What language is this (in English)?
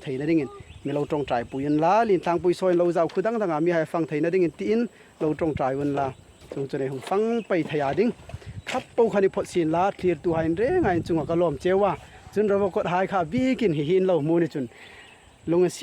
Hmar